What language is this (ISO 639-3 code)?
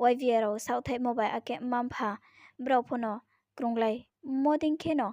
ria